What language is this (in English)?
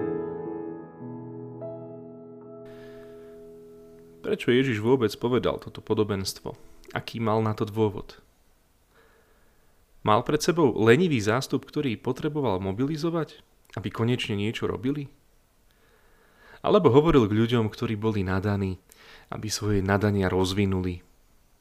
Slovak